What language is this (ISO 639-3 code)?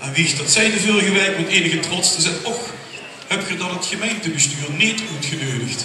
lim